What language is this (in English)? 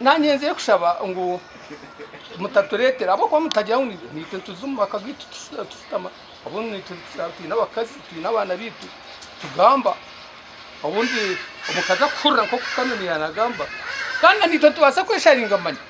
Nyankole